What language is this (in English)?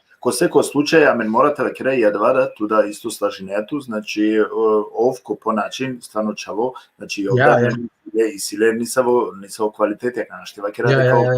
Balkan Romani